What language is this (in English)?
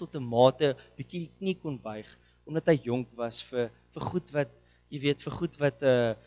Afrikaans